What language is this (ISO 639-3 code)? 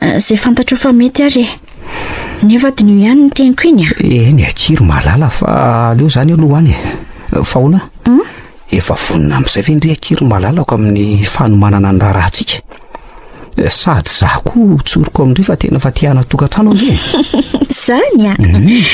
mlg